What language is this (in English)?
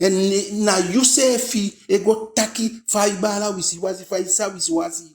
Eastern Maroon Creole